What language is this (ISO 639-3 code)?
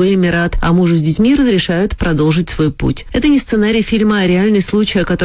rus